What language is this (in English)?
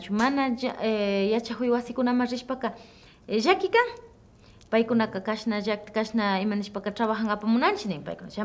Imbabura Highland Quichua